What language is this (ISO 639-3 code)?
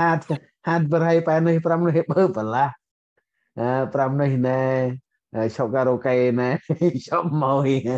cmo